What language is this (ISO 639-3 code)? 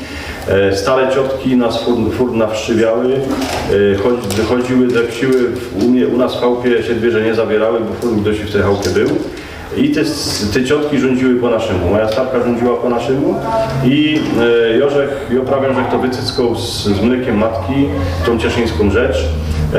szl